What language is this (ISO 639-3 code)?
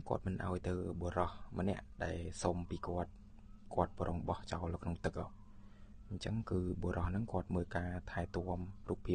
khm